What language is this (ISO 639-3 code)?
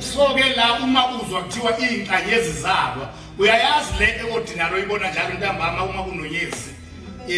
zul